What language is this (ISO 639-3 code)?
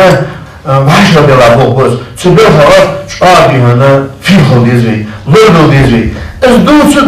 inh